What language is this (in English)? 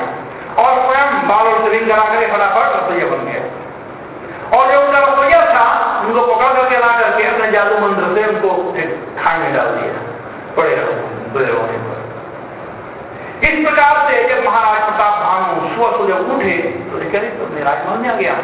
Hindi